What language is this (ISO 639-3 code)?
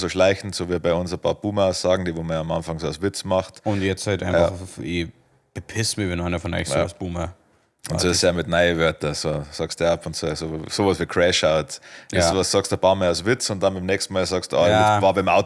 bar